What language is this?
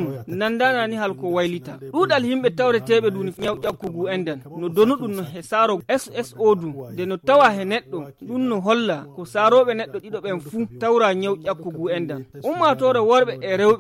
Nigerian Fulfulde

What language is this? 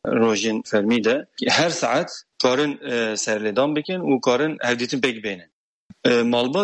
Kurdish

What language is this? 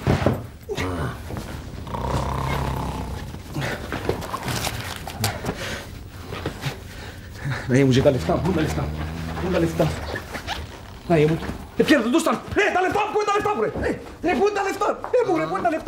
Greek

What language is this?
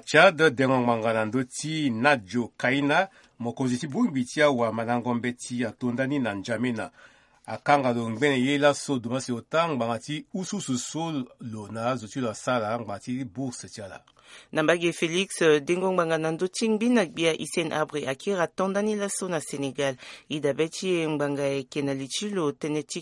Sango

